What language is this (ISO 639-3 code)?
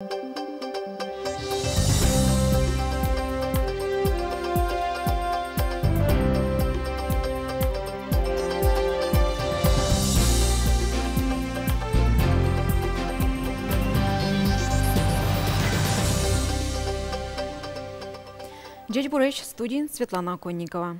udm